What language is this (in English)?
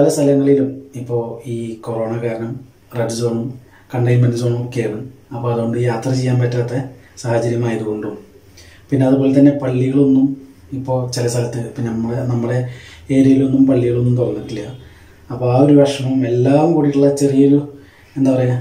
Malayalam